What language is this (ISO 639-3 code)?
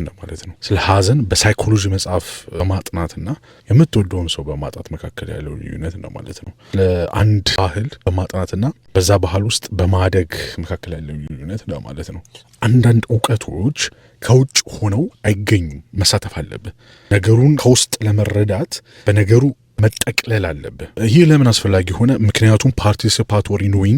amh